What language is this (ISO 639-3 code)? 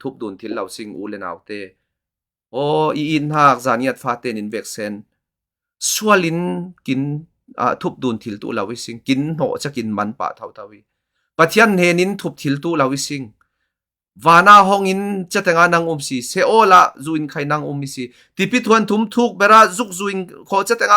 cfm